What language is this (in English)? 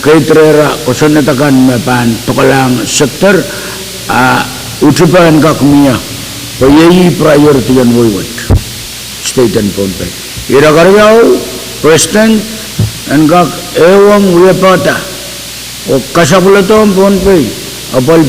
Pohnpeian